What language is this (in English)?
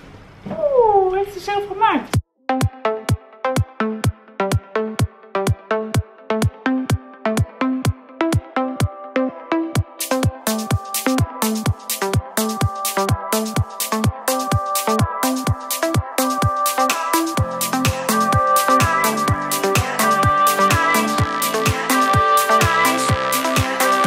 Dutch